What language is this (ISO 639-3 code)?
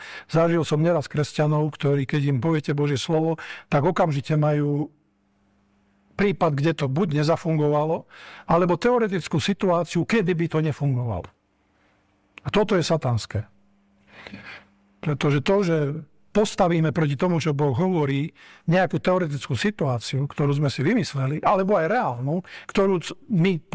slk